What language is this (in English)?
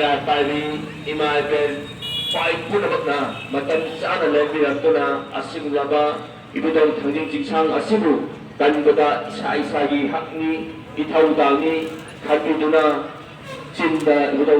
Manipuri